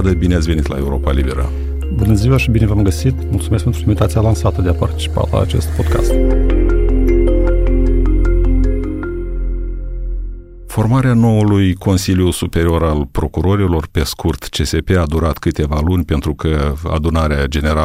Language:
Romanian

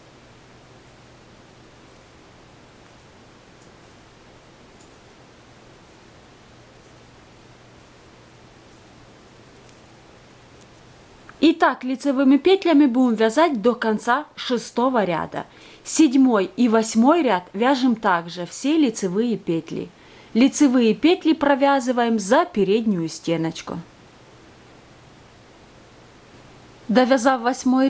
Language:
Russian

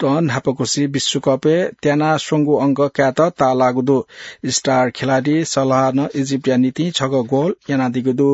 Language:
Newari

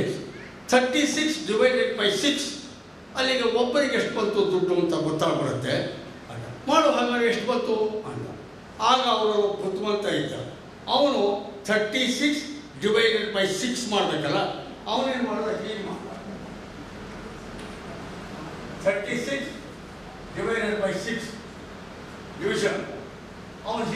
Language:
Kannada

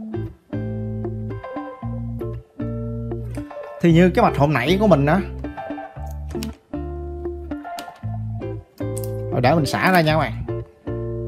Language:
Vietnamese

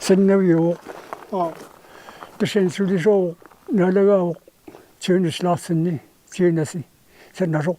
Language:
Kalaallisut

